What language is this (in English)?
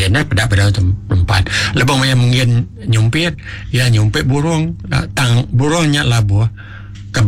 Iban